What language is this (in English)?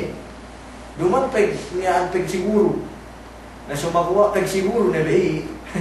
Yakan